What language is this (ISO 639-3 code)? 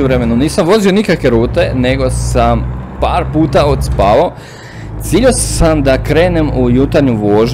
hrv